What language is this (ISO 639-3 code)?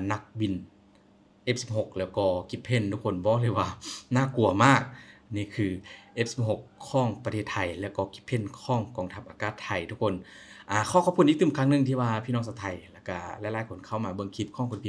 lao